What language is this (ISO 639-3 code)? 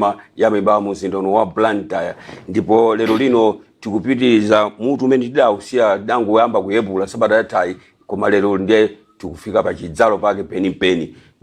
nya